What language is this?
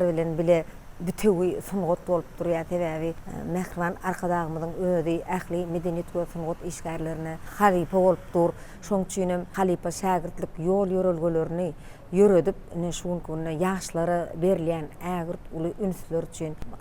Turkmen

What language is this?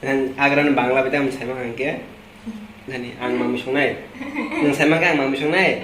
Kok Borok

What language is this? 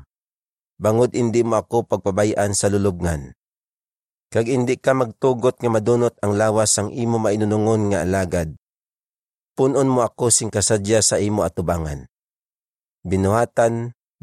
Hiligaynon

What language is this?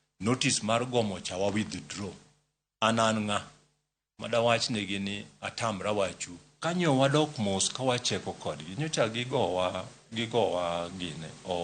Luo (Kenya and Tanzania)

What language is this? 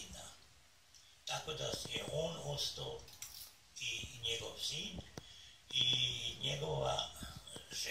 Croatian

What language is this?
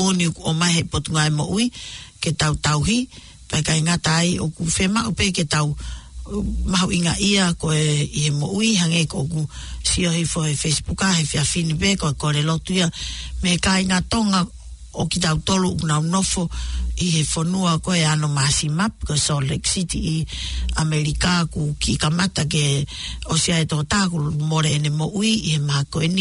Tongan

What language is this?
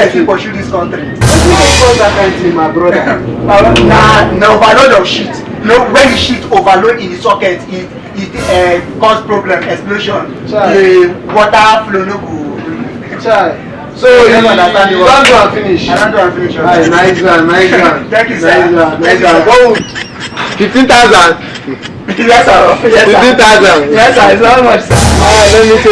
Nigerian Pidgin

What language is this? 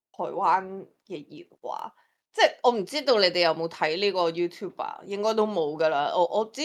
Cantonese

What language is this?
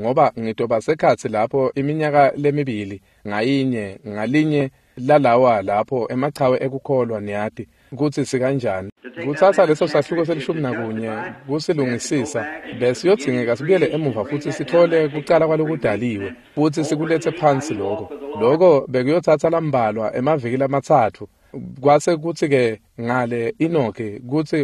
Swati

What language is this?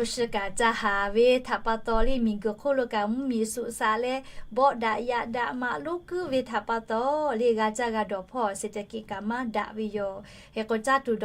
Lahu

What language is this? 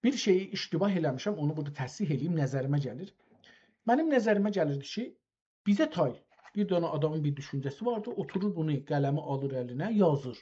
South Azerbaijani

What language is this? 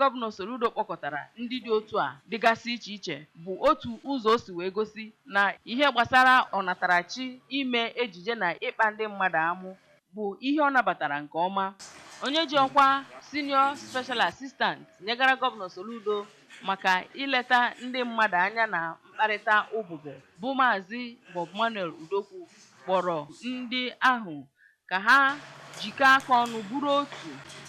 Igbo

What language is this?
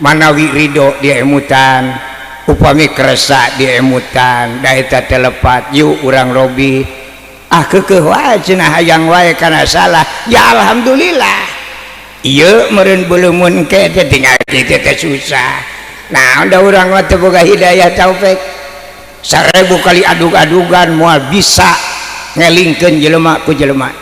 Sundanese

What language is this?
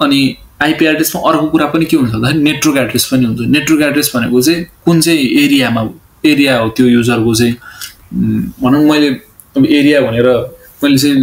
Nepali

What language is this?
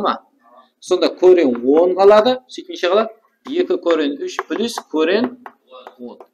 Kara-Kalpak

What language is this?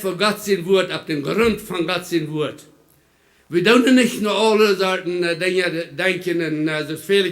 Plautdietsch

